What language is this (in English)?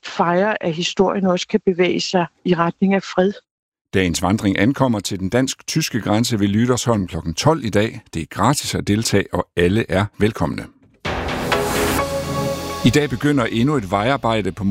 Danish